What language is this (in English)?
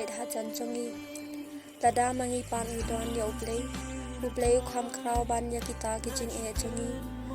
Khasi